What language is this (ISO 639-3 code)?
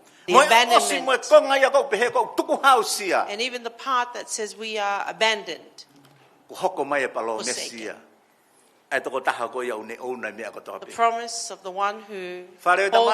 ton